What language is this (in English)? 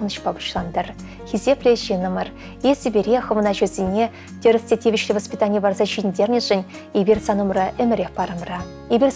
Chuvash